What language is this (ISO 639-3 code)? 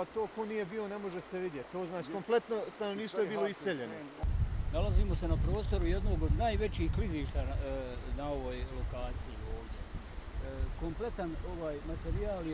bos